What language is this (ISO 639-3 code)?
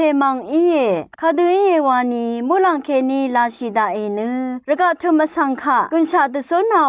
raw